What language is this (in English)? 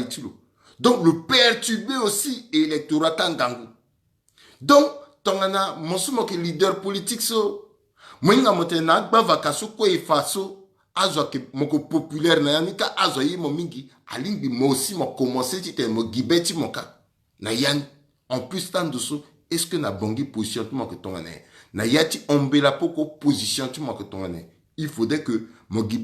Sango